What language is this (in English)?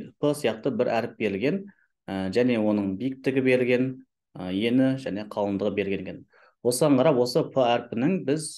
Kazakh